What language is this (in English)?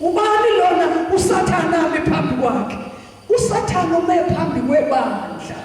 Zulu